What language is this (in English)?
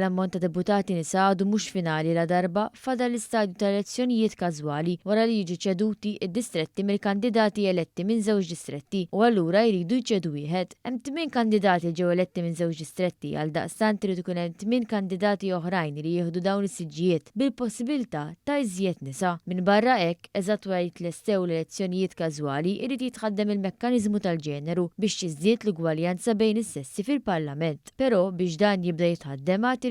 Maltese